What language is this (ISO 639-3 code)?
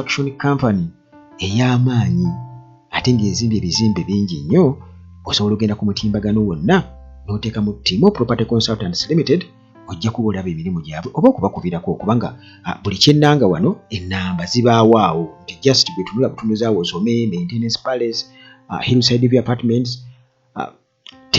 lug